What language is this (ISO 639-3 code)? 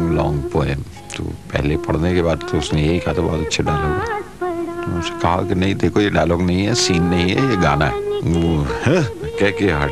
hin